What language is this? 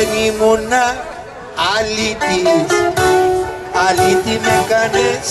Greek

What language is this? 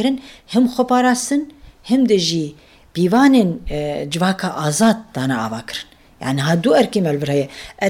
Kurdish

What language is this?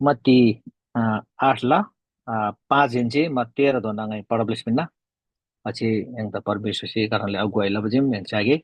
Eastern Tamang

